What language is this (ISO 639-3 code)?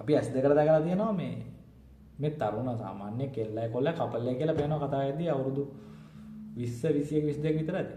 sin